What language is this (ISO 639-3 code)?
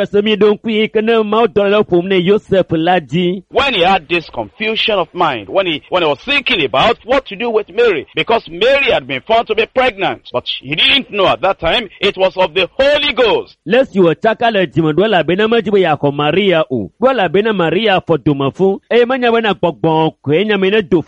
ewe